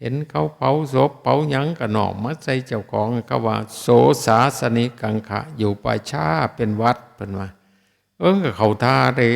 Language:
Northeastern Thai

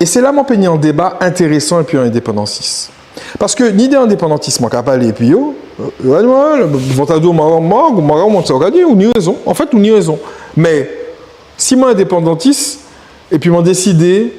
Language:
Guadeloupean Creole French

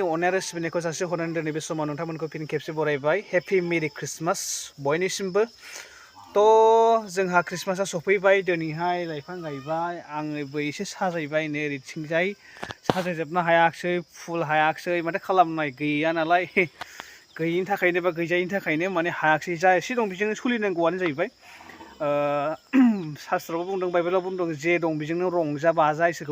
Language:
Bodo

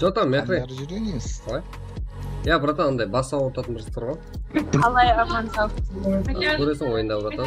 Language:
Kara-Kalpak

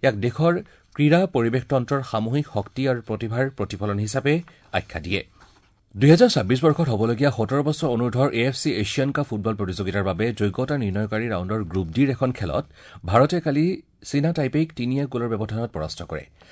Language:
Assamese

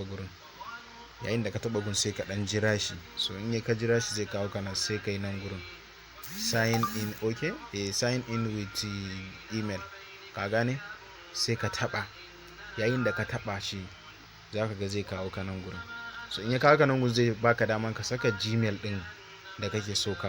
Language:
Hausa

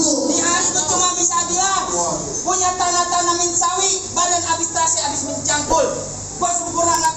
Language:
Betawi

